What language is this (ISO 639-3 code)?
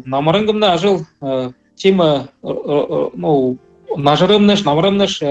bua